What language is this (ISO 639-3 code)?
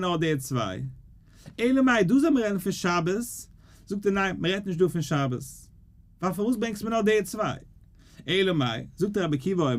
yid